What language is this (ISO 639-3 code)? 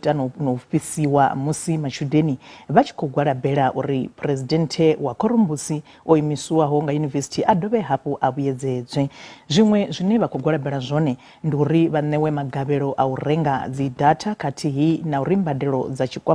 ven